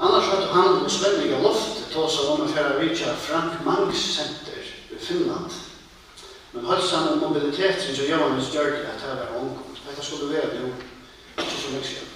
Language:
Faroese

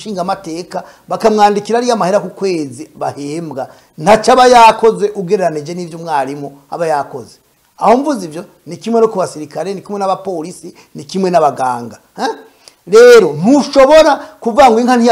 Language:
Rundi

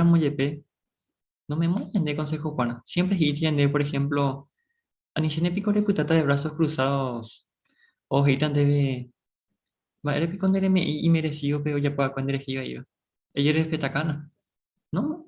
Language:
Guarani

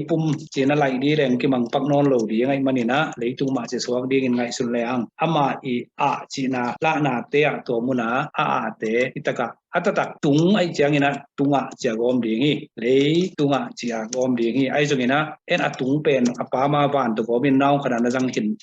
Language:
Tedim Chin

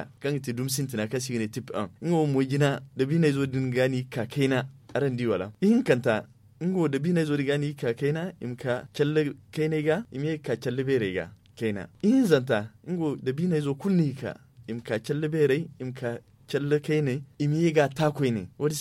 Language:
Zarma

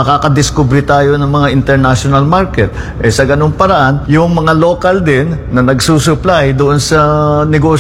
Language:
Filipino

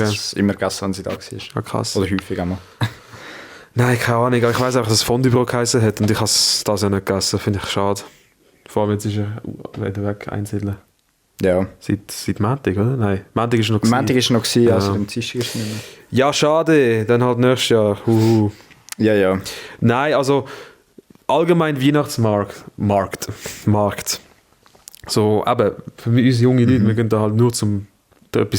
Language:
Swiss German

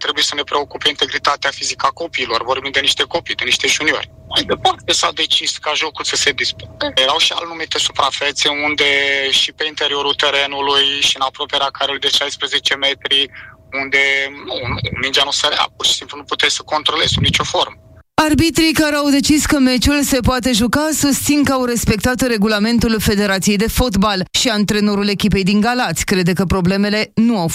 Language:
Romanian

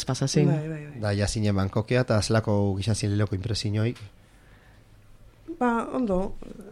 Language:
Basque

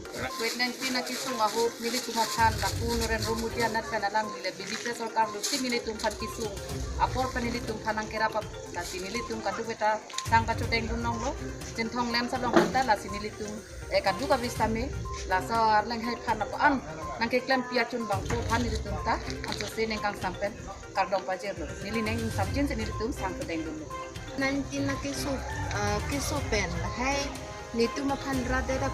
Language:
Karbi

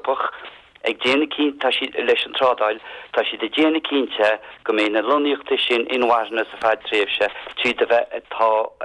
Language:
Irish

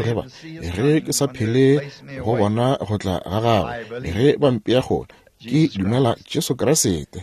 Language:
Northern Sotho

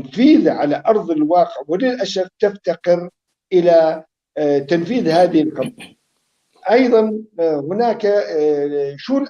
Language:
North Levantine Arabic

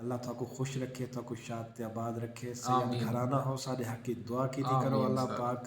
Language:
Saraiki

